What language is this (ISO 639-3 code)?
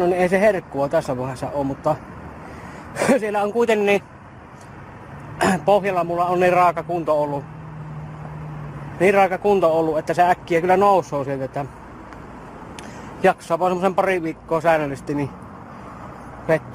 fin